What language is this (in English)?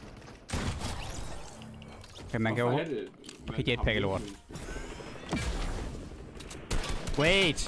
Danish